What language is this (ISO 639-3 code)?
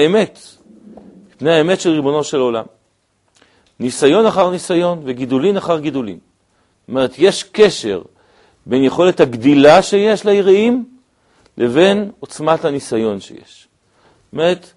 heb